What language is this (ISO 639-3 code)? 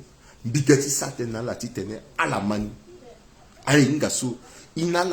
sag